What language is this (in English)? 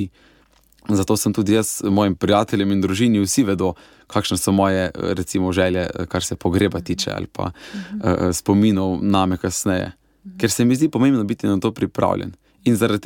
Slovenian